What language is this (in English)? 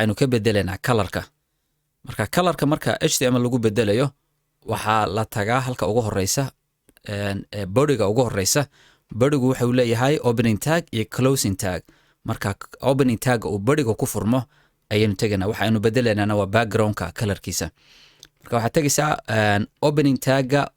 Somali